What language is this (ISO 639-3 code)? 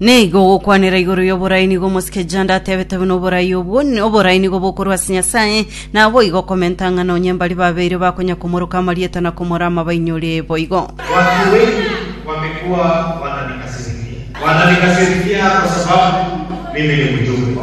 guz